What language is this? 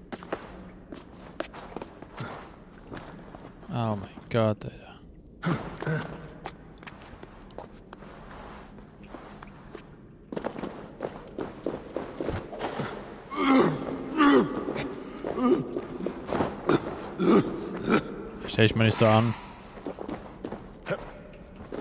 German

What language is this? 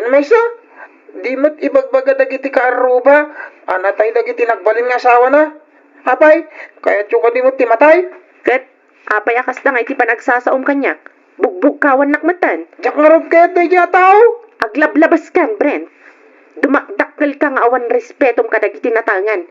Iloko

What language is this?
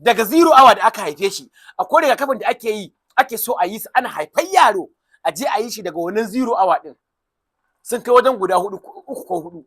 Hausa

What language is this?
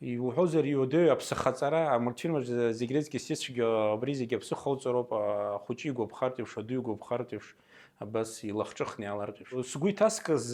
Abkhazian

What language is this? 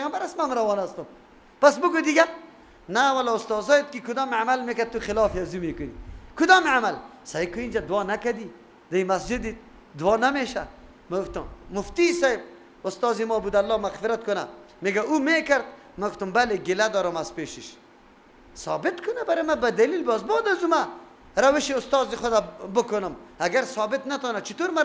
Persian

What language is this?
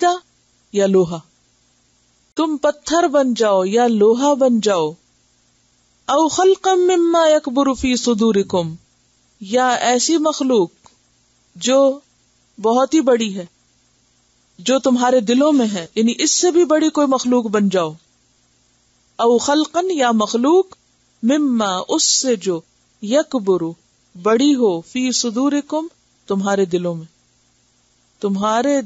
Urdu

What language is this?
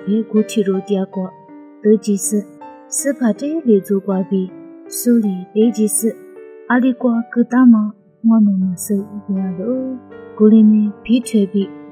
Lisu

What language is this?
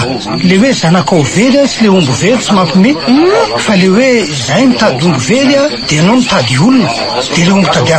Malagasy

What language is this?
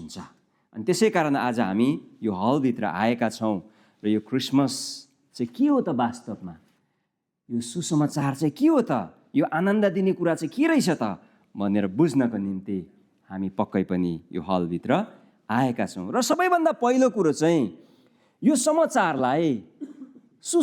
Nepali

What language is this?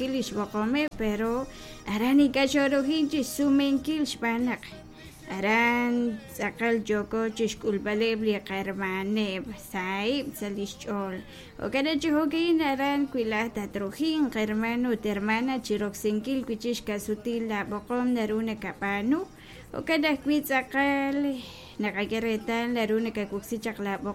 Kekchí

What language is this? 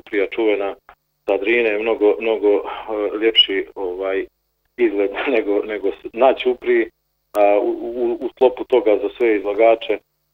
Bosnian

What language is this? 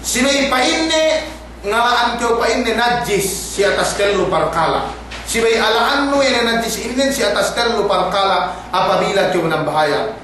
Yakan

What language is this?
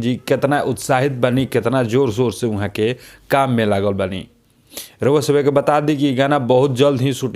Bhojpuri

